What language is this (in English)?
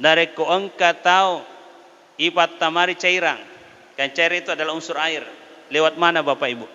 Buginese